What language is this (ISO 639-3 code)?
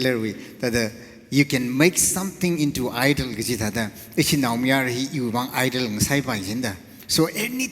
nmf